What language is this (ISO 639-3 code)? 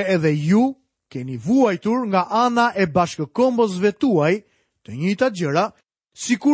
sqi